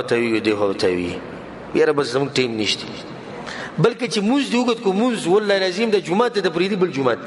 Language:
Pashto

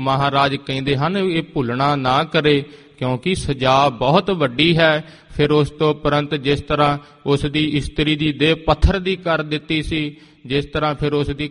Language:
Punjabi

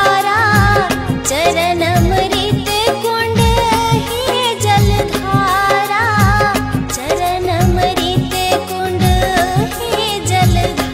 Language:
Chhattisgarhi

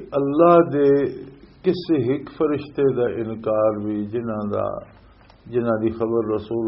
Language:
Western Panjabi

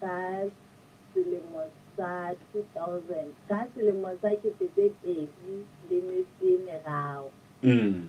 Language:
Southern Sotho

